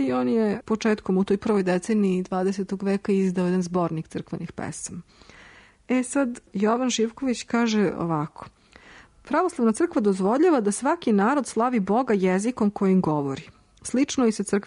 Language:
Serbian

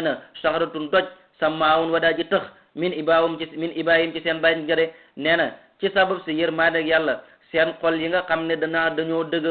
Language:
Wolof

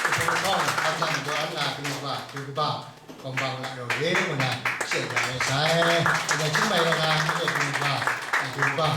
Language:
Kachin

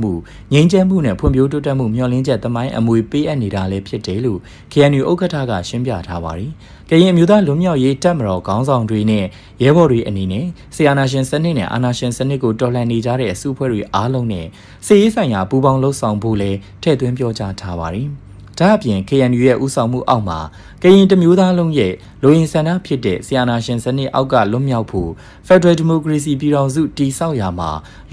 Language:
Burmese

